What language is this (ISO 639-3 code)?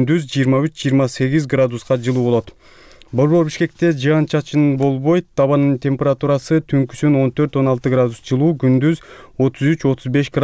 kir